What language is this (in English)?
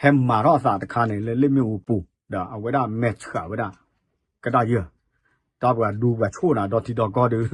S'gaw Karen